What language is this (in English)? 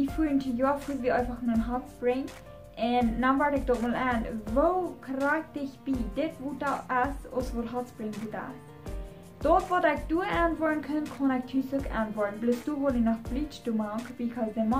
Plautdietsch